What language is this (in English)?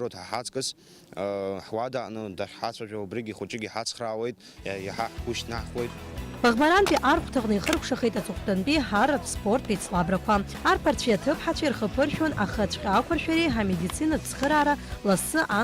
Abkhazian